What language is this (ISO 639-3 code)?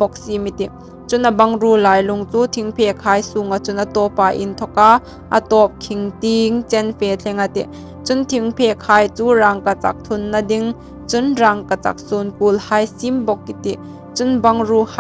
hmr